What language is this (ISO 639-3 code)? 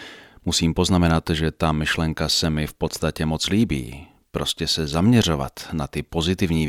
ces